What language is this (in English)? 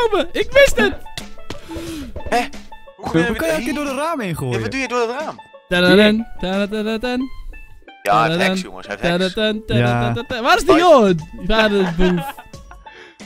Dutch